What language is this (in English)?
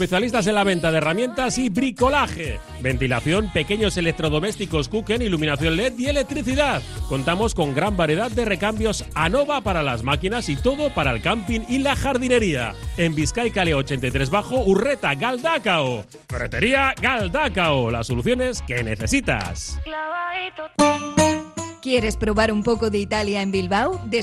Spanish